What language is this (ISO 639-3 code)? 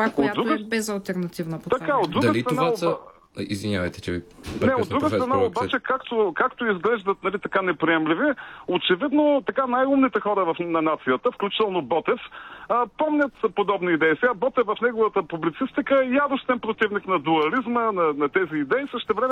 bul